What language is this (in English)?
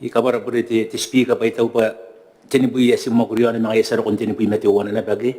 Gilbertese